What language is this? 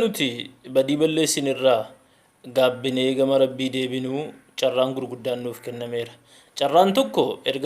Oromo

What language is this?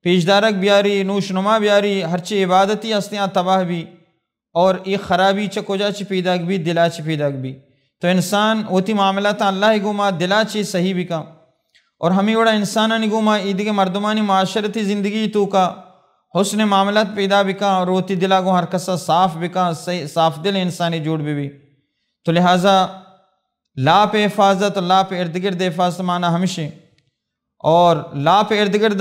Baluchi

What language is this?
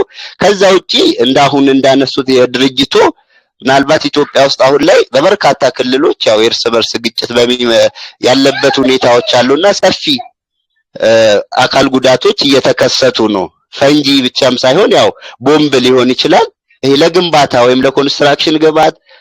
Amharic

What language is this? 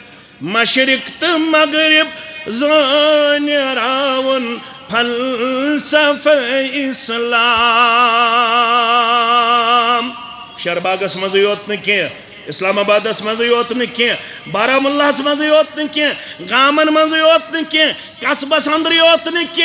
Kashmiri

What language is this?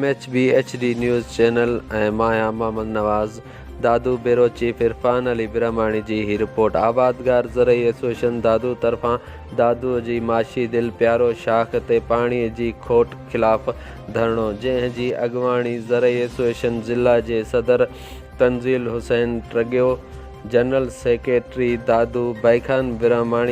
Sindhi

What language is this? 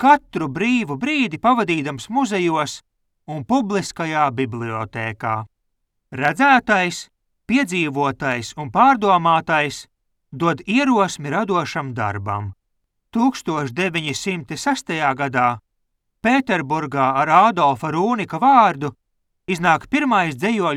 Latvian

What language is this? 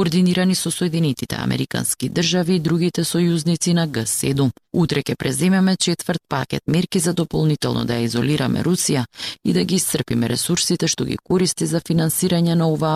Macedonian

